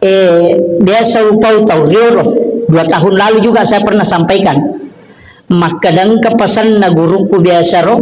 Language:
Buginese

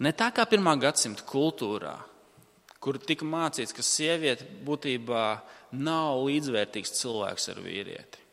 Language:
Latvian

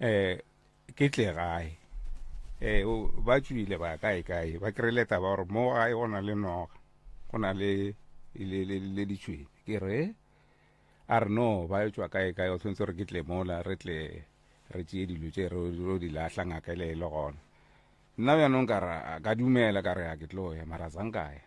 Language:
Northern Sotho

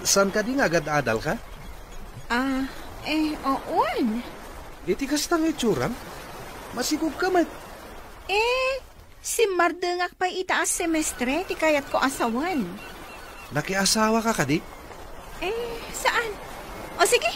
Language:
Iloko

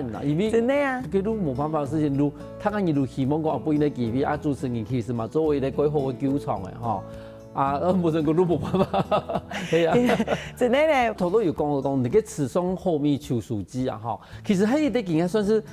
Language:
Hakka Chinese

